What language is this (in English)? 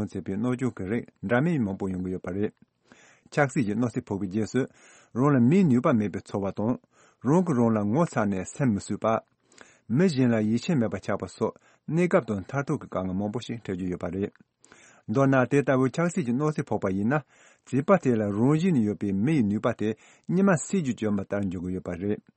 Tibetan